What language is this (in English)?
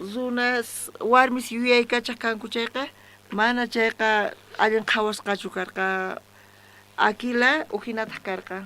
South Bolivian Quechua